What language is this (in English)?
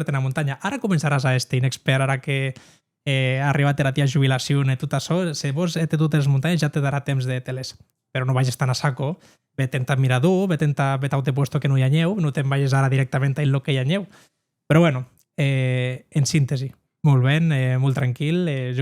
Occitan